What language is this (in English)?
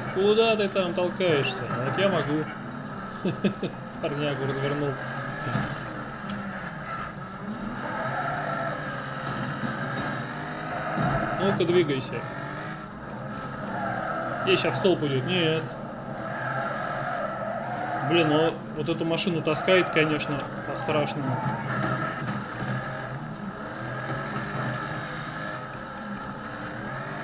Russian